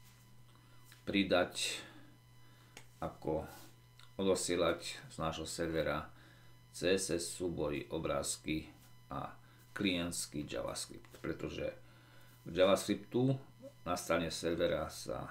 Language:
Slovak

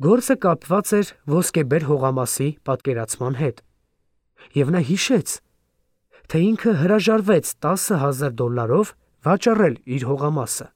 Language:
Armenian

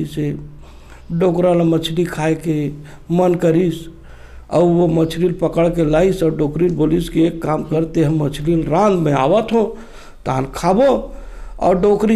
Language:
Chhattisgarhi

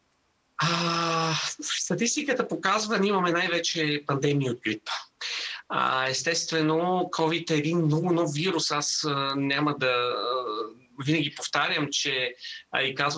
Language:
Bulgarian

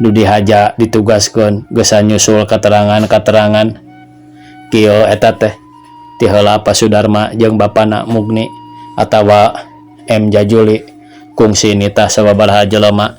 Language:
Sundanese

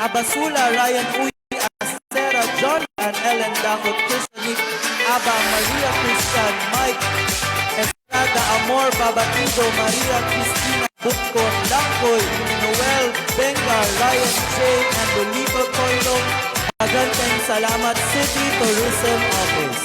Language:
Hiligaynon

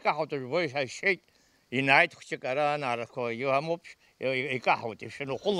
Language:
Abkhazian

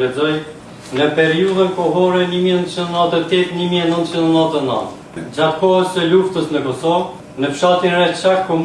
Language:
Albanian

